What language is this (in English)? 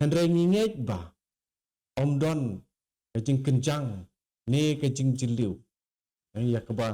Khasi